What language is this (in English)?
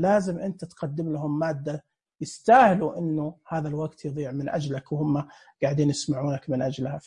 Najdi Arabic